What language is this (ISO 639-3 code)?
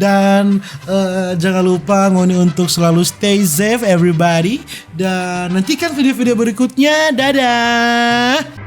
xmm